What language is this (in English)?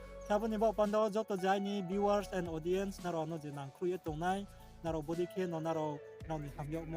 Riang (India)